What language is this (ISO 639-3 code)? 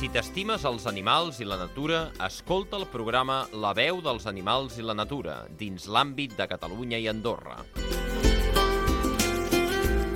cat